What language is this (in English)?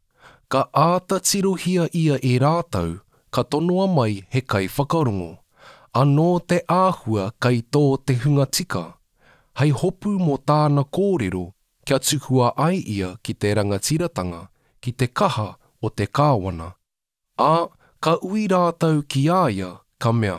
Māori